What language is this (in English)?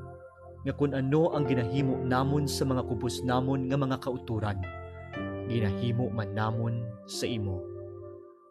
Hiligaynon